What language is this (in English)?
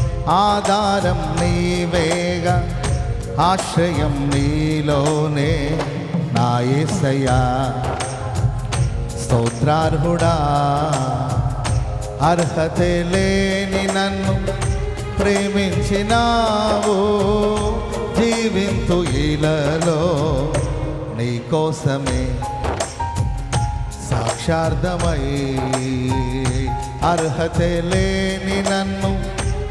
Telugu